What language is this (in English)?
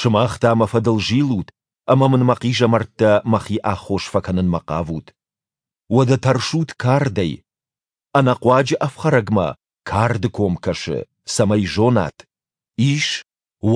Ossetic